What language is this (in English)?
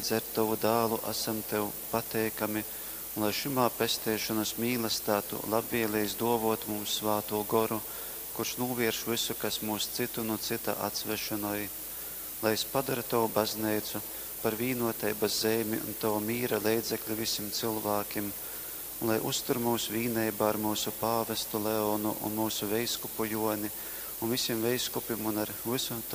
Latgalian